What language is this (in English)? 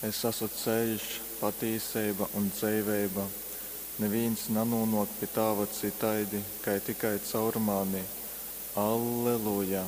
Latgalian